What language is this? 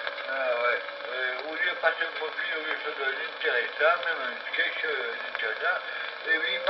French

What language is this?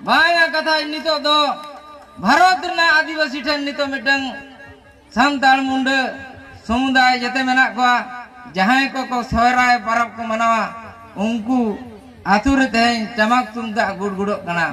Santali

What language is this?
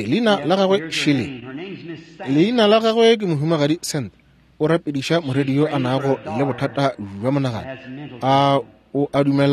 Northern Sotho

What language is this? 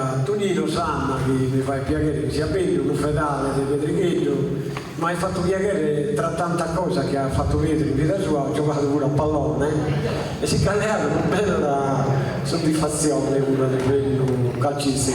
Sardinian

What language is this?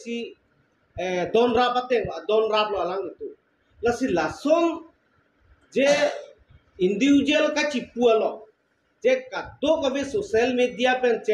Karbi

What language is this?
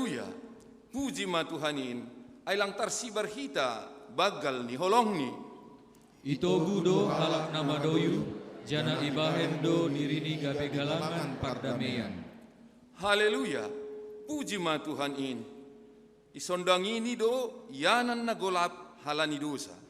Batak Simalungun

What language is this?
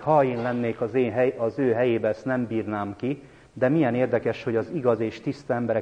Hungarian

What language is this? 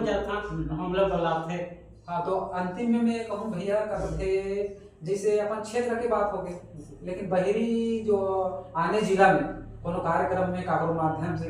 Chhattisgarhi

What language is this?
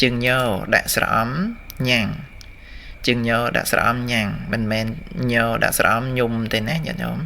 Khmer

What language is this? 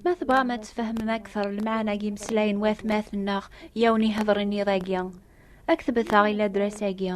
Kabyle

